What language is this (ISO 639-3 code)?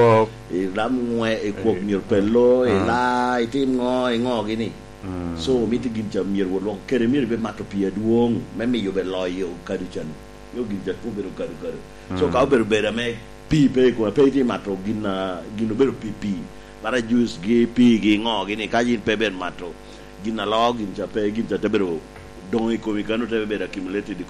laj